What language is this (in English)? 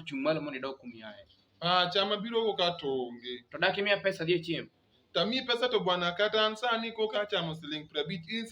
Luo (Kenya and Tanzania)